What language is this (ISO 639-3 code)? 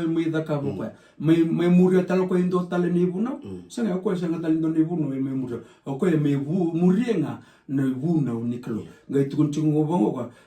fij